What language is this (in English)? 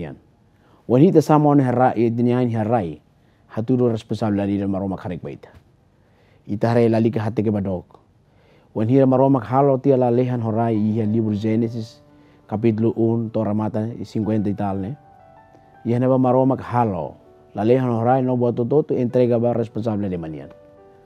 Tetum